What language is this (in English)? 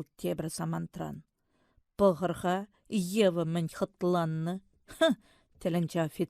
Chuvash